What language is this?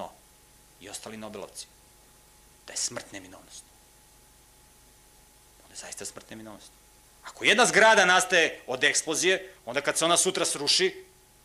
Serbian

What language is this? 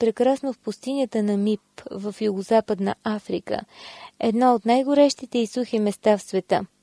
Bulgarian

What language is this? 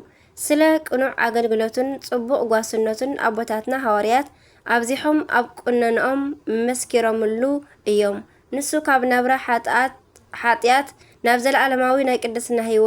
Tigrinya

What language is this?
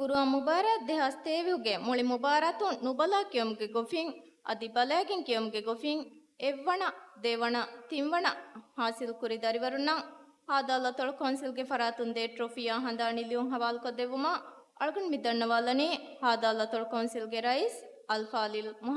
Divehi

